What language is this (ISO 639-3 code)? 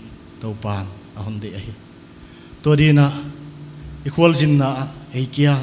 pck